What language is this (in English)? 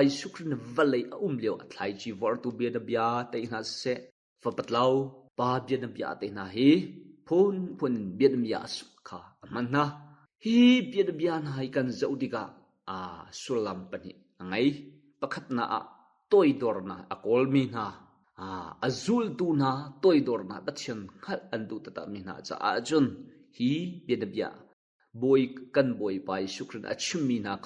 Hakha Chin